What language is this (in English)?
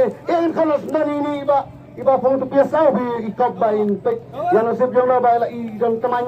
Khasi